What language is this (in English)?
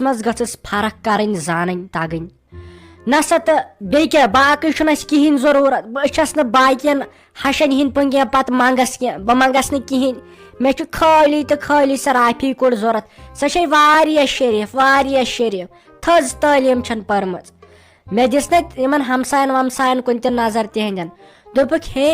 Kashmiri